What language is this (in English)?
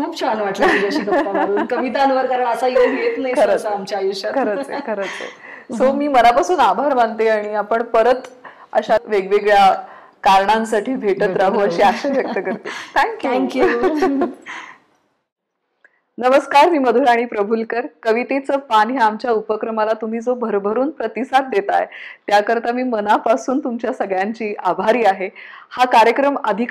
Marathi